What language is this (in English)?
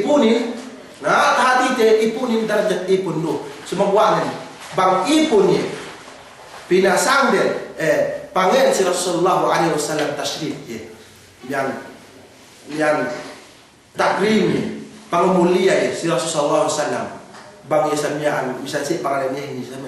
Yakan